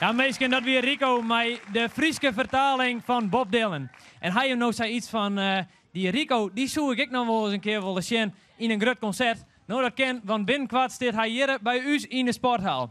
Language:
Western Frisian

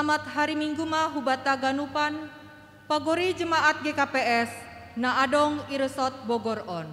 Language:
Batak Simalungun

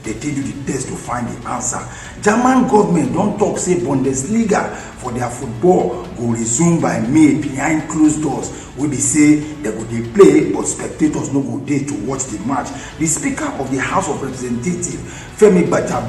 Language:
Nigerian Pidgin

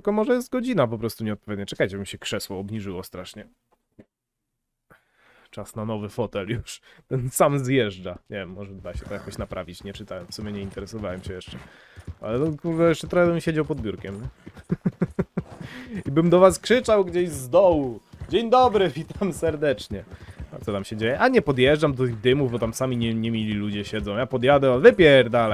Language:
Polish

